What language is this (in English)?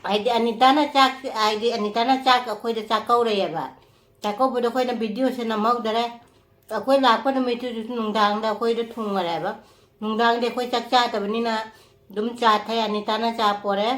Manipuri